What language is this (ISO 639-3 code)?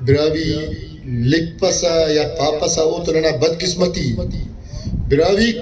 brh